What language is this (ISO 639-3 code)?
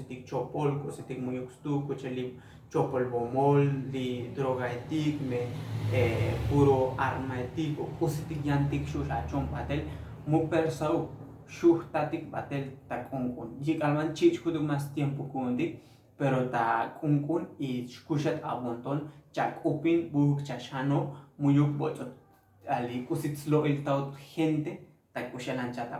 tzo